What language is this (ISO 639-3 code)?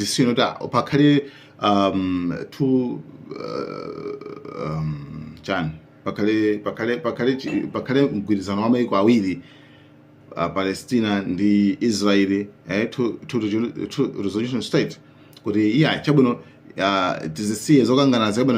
nya